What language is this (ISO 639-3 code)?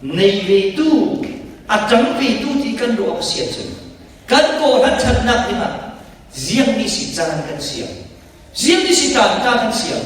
cfm